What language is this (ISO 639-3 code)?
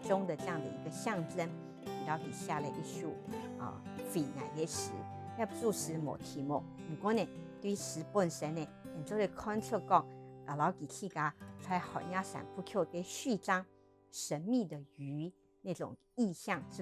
hak